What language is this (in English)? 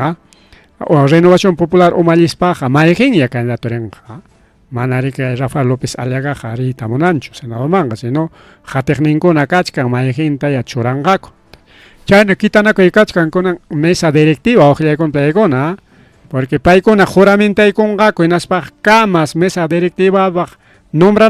Ayacucho Quechua